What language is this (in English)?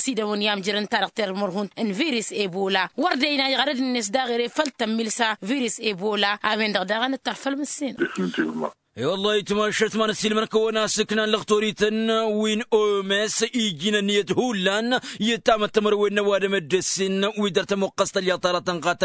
Tamasheq